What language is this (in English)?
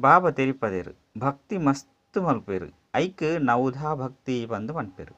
Tulu